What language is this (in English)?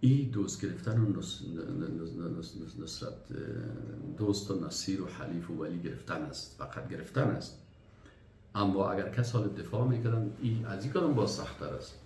Persian